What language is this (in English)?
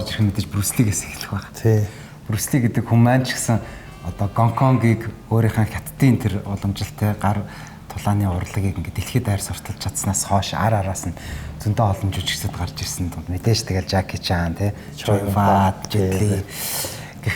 Mongolian